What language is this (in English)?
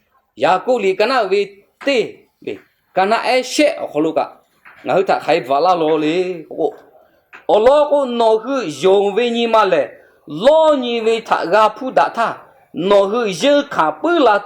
Lahu